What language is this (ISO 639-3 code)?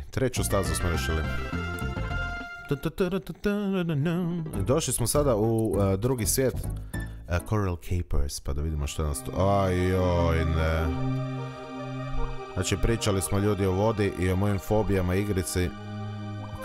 hrv